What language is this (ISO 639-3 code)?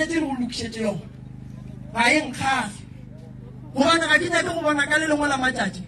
nso